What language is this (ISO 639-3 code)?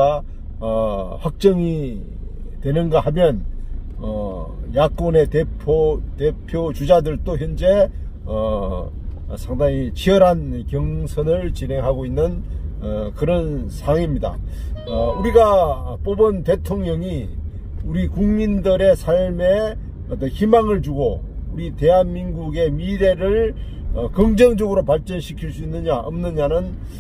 kor